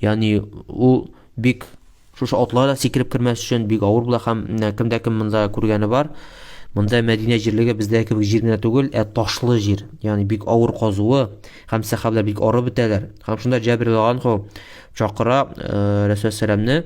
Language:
Tatar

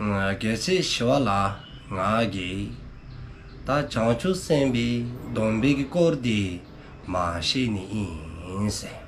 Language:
Dzongkha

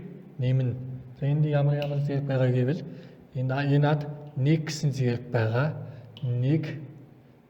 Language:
Mongolian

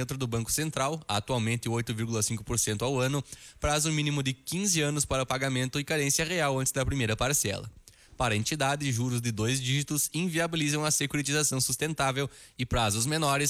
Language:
Portuguese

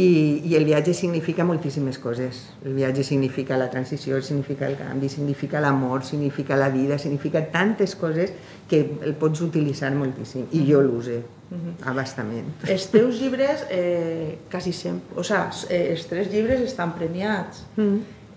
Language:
Catalan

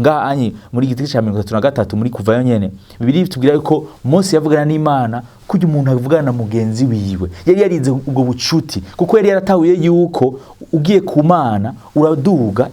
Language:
Rundi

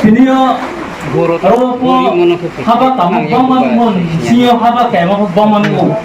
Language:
Riang (India)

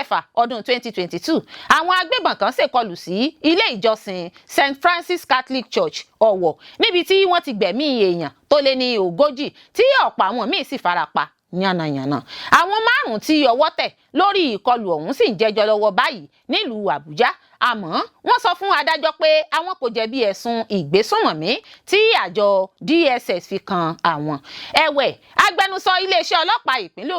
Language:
Yoruba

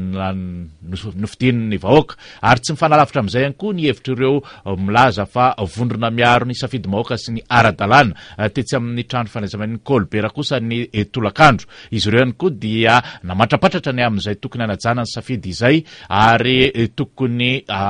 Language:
Malagasy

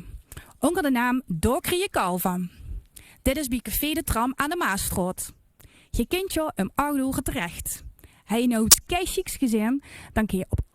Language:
Limburgish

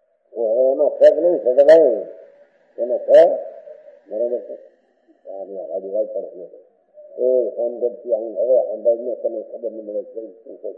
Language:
Gujarati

